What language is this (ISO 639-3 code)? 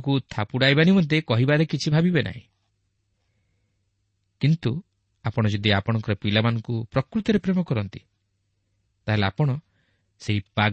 ori